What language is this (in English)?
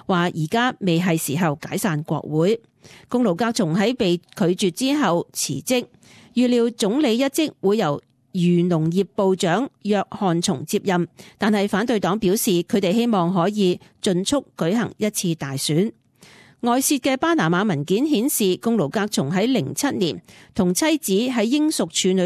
Cantonese